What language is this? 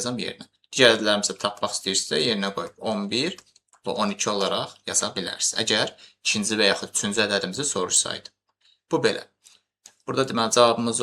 Azerbaijani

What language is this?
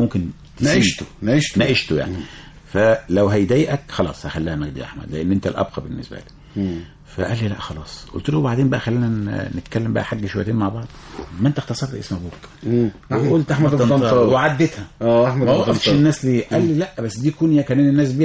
Egyptian Arabic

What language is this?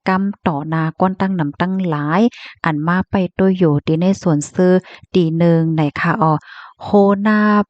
Shan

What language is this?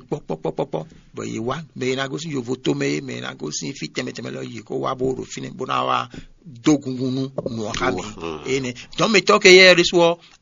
Fon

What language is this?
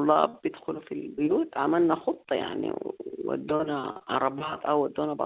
Sudanese Arabic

